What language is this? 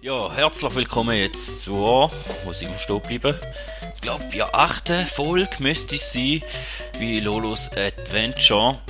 Swiss German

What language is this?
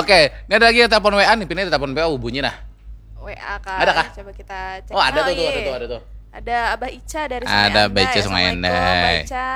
Banjar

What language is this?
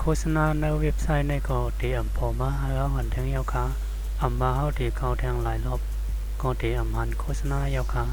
Shan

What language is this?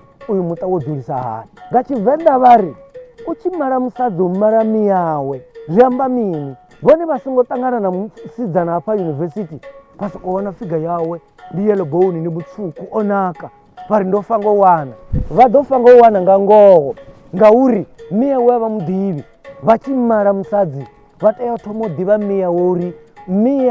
Venda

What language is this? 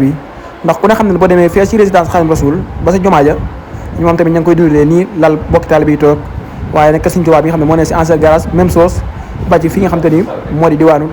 Wolof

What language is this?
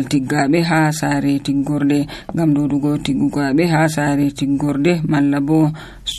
Nigerian Fulfulde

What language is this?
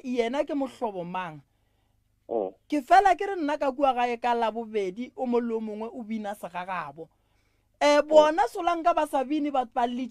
Northern Sotho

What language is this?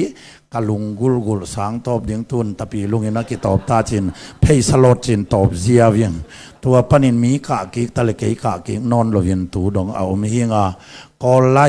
Tedim Chin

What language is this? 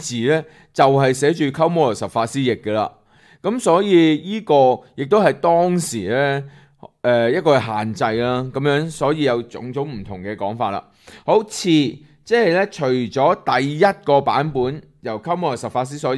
Cantonese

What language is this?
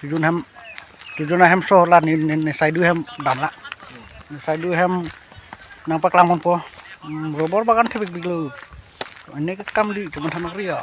Karbi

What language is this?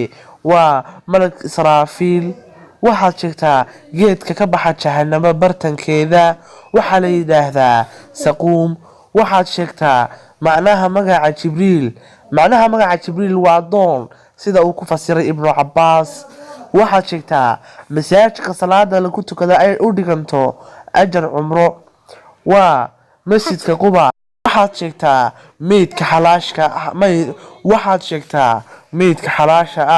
Somali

